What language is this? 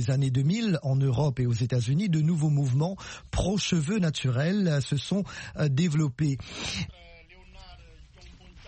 French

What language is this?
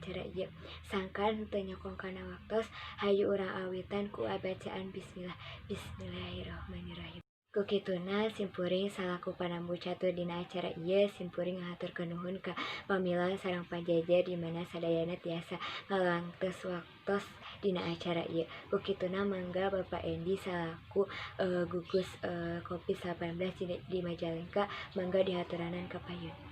Sundanese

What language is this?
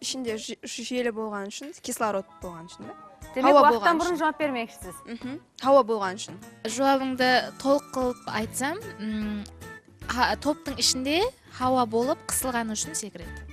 Kara-Kalpak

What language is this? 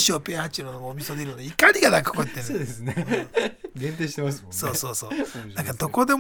Japanese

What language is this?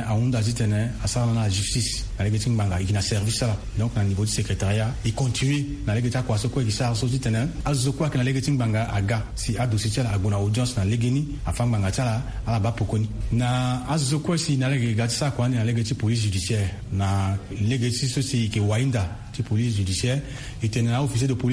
Sango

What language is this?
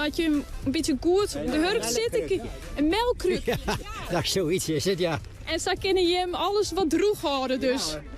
Western Frisian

